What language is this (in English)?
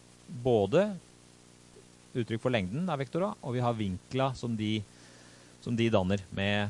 Norwegian